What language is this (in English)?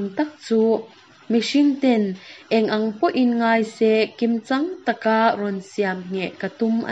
Mizo